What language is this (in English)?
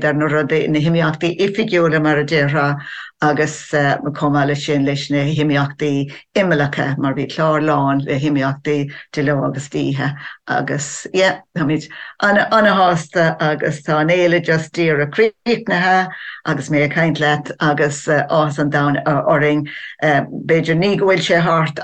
Irish